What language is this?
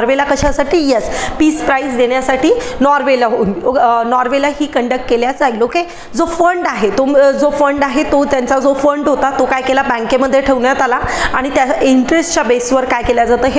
Marathi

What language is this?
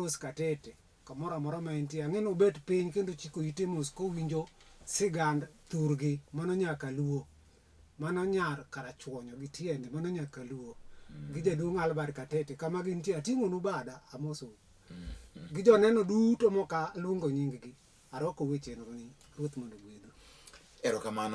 Luo (Kenya and Tanzania)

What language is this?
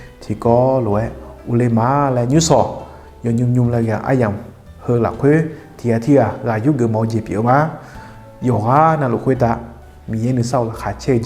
Akha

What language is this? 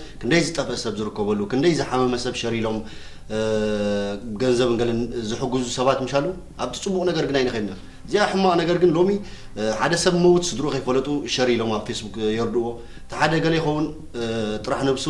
Tigrinya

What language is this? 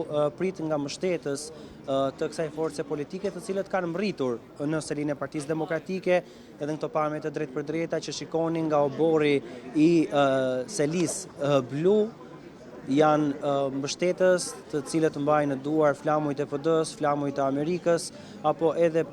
Albanian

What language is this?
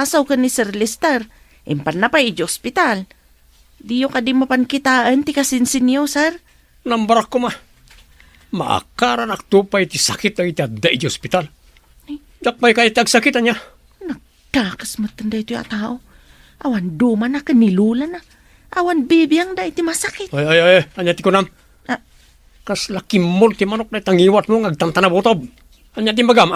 Iloko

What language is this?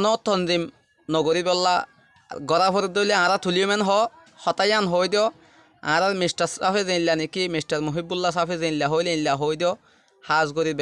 Rohingya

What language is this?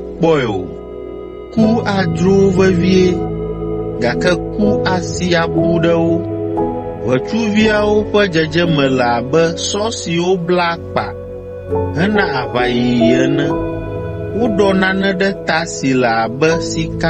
Ewe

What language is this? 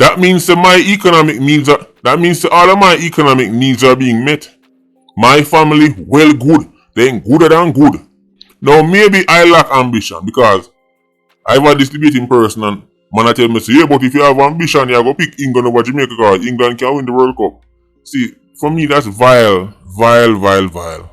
Jamaican Creole English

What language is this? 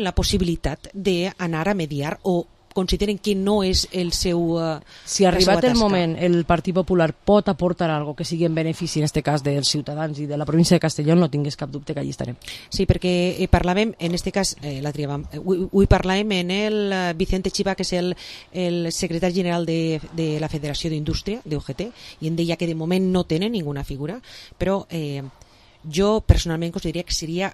Catalan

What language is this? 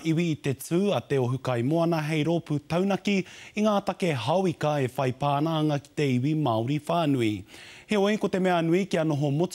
Māori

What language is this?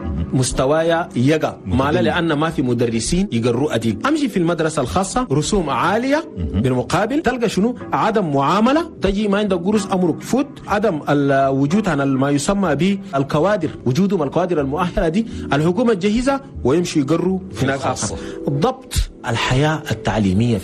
Chadian Arabic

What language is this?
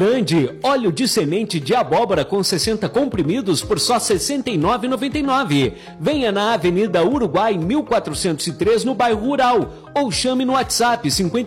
Portuguese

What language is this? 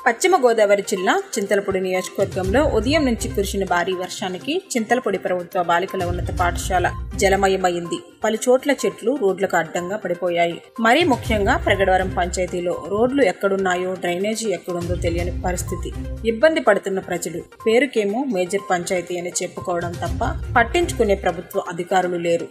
Telugu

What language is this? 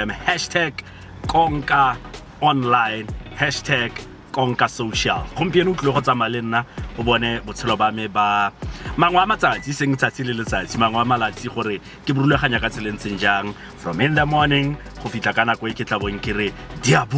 Tswana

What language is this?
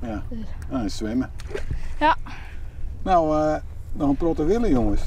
Western Frisian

